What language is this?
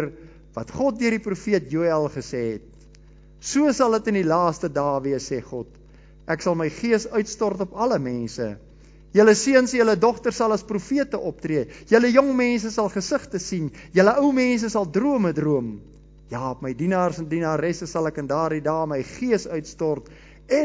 Afrikaans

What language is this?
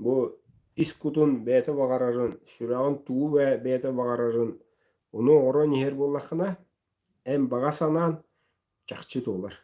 Yakut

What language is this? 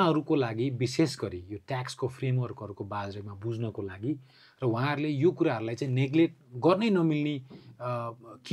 Nepali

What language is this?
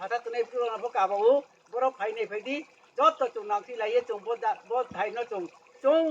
Riang (India)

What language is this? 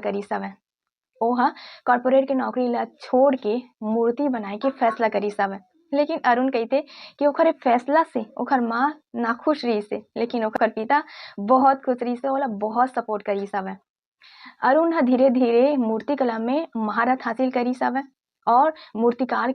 Chhattisgarhi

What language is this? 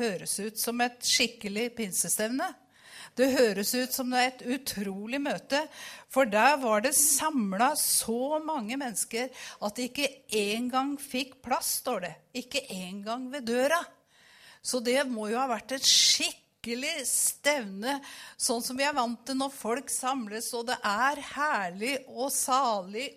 Norwegian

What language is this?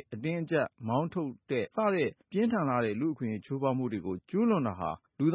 Burmese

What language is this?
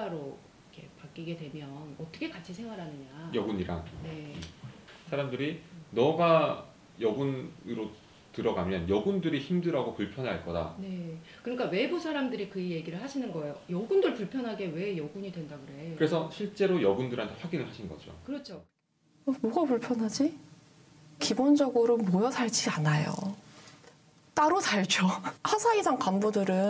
Korean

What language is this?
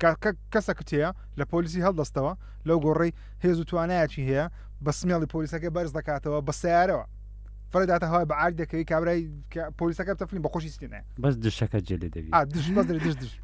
Central Kurdish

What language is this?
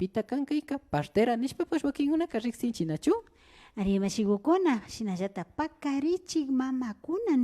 Imbabura Highland Quichua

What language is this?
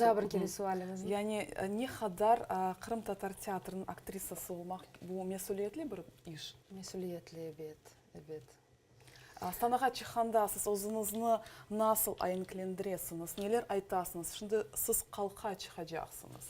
Crimean Tatar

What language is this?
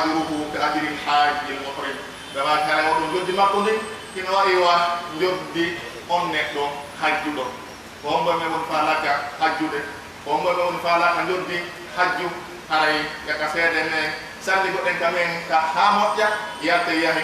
Pular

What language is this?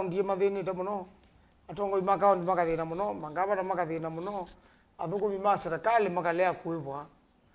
Kamba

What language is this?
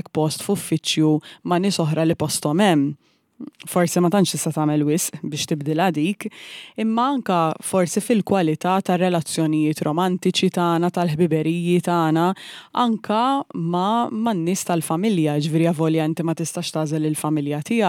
Maltese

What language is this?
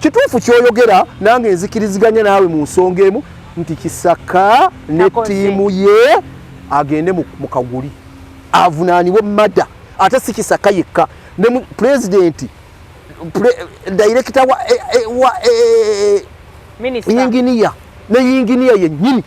Ganda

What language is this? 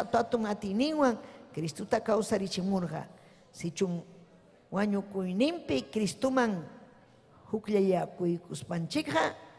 Ayacucho Quechua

